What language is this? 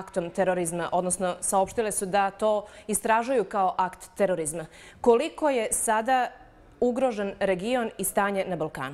Bosnian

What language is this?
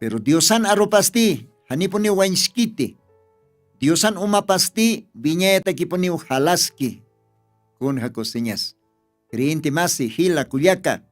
Aymara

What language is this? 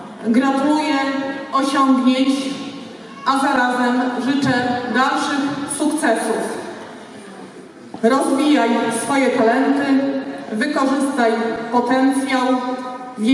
Polish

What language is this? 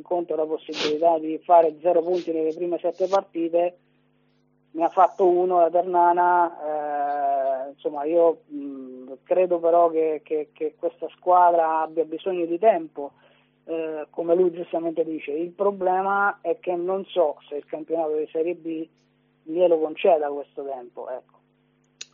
Italian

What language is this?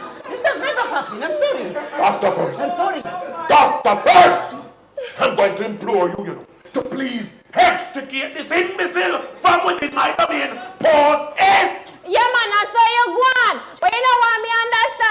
Jamaican Creole English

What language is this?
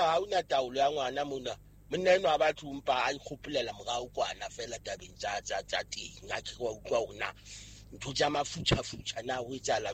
Southern Sotho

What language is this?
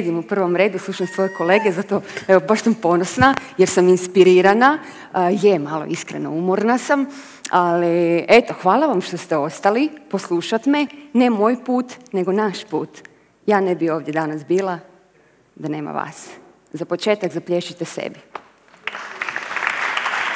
Croatian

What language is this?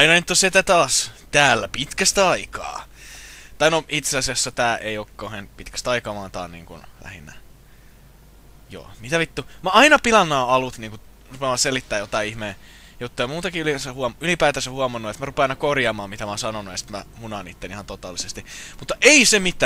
Finnish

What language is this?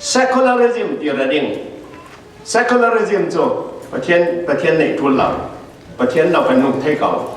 Falam Chin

